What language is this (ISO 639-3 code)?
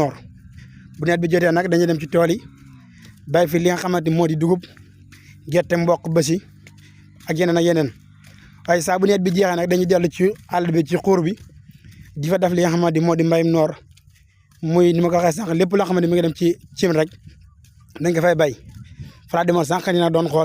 wol